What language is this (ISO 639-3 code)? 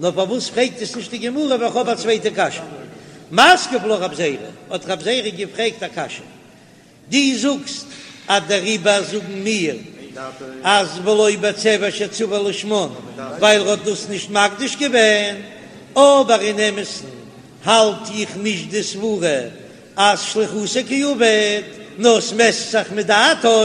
yid